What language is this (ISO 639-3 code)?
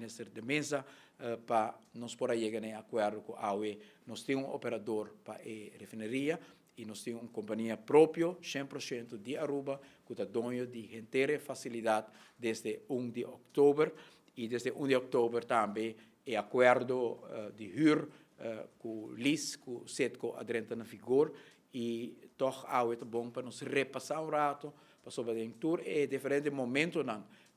pap